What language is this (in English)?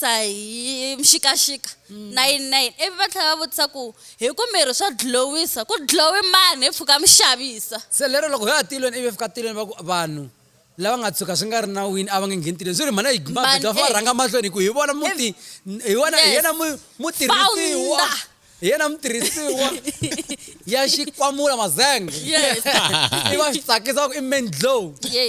Tsonga